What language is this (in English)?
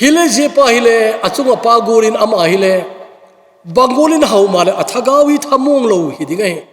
Thado Chin